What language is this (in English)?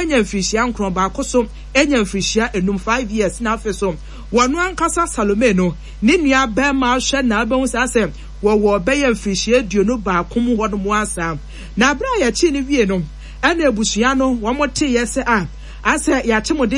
Akan